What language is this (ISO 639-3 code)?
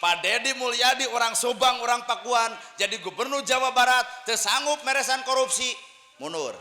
sun